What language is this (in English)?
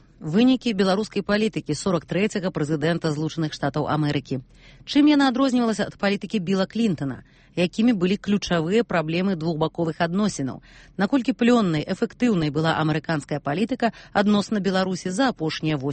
Belarusian